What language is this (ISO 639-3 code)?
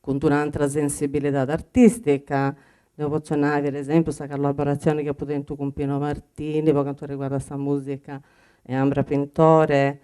srd